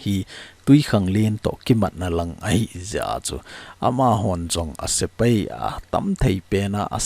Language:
Thado Chin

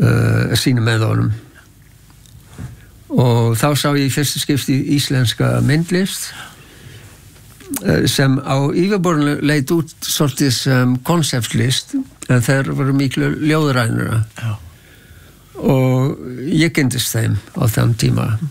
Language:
Icelandic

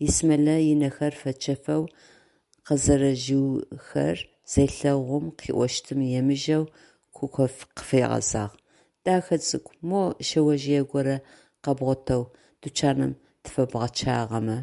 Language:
Adyghe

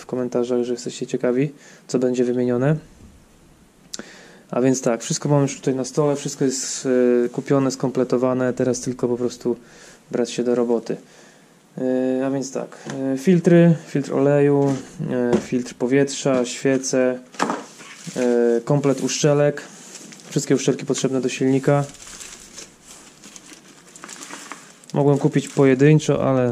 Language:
Polish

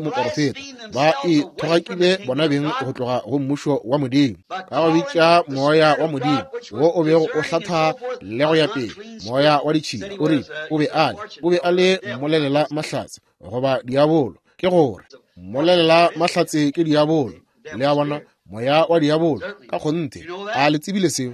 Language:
Northern Sotho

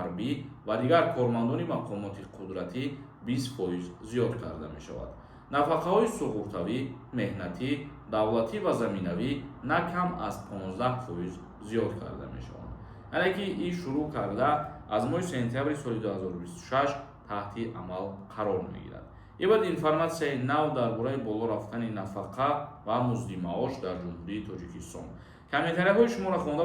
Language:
Tajik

